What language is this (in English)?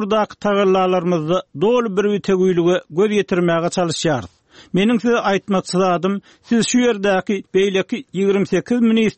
Turkmen